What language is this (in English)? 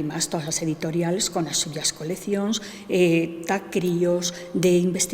Aragonese